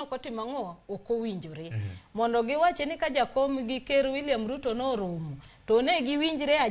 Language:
Luo (Kenya and Tanzania)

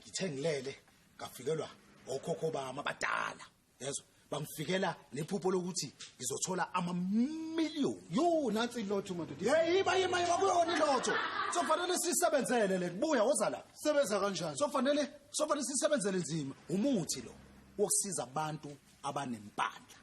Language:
Zulu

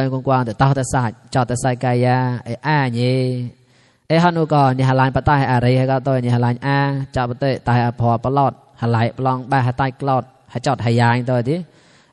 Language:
Mon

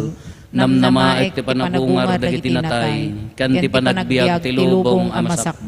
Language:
Iloko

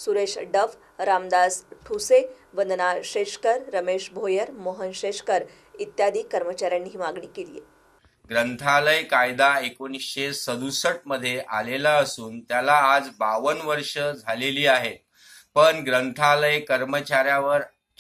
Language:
Marathi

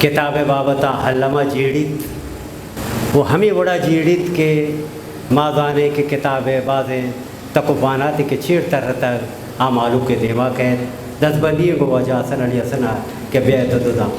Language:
Eastern Balochi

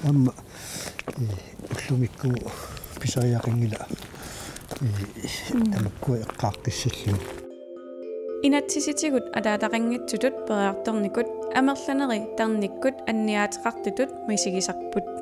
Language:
Kalaallisut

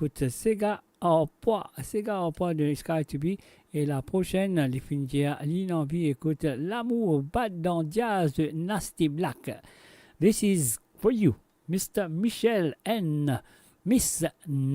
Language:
Morisyen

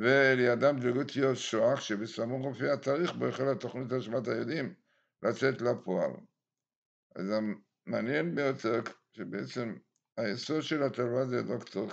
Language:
Hebrew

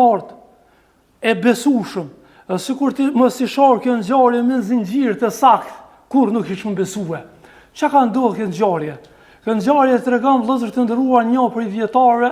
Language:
Albanian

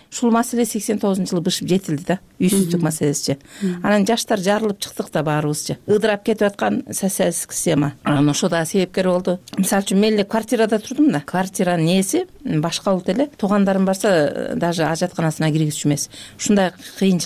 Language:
Kyrgyz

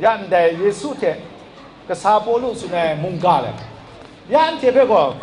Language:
Kachin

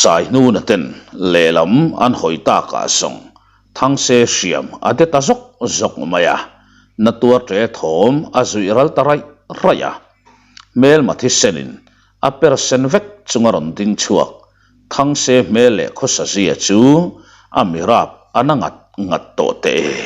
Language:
Mizo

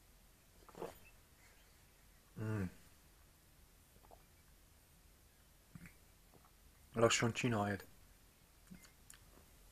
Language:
Hungarian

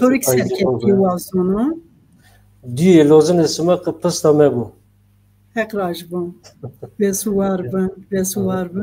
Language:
Zaza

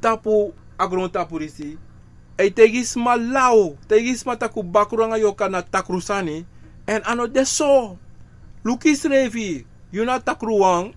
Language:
Sranan Tongo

